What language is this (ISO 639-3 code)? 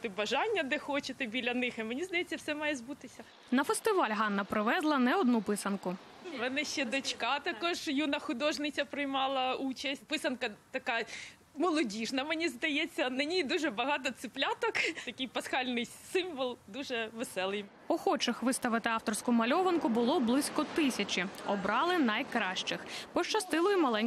ukr